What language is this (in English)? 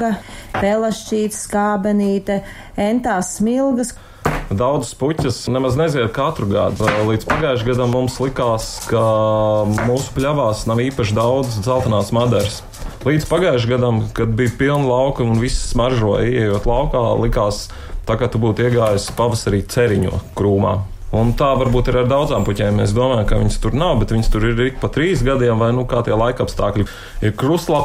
Latvian